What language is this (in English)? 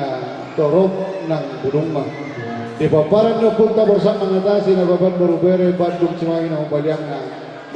Batak Toba